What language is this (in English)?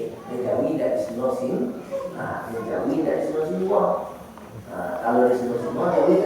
Minangkabau